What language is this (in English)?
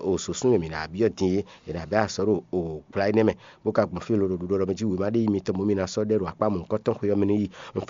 Fon